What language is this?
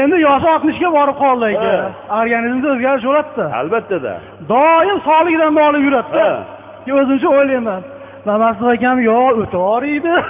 Uzbek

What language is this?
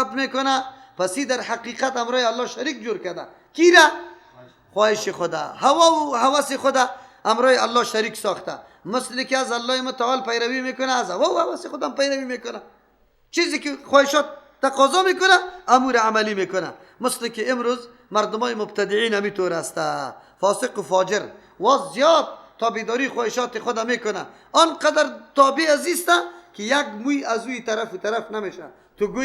Persian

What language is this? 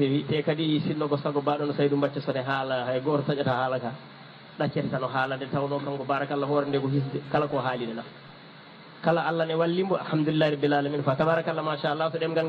Fula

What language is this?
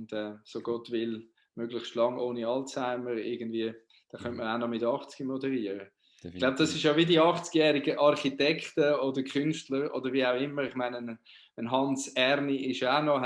Swiss German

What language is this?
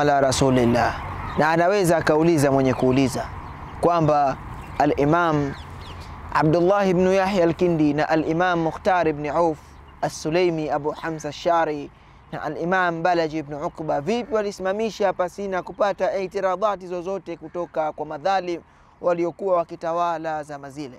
Swahili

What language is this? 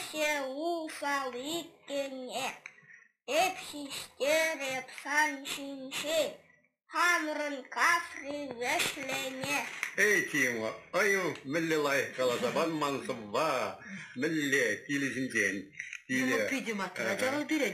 Chuvash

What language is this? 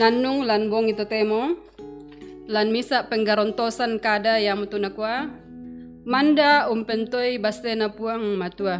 Toraja-Sa'dan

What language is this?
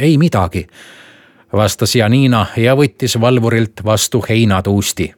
Estonian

